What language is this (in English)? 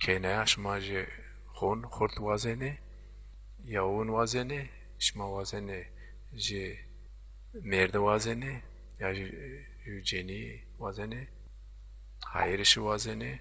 Zaza